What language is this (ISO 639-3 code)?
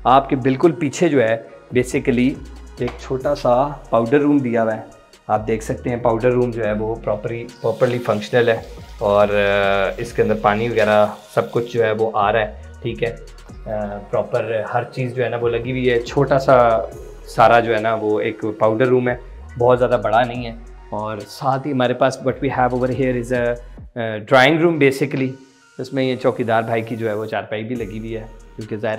hin